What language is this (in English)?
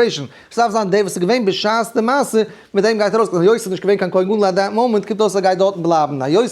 Yiddish